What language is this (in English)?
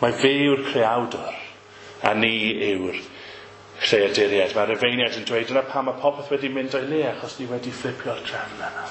Welsh